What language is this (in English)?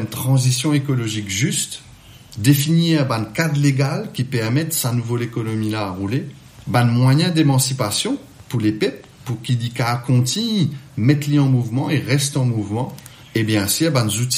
Morisyen